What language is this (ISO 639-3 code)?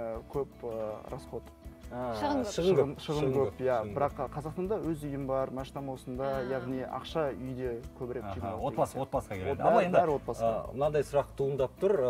kaz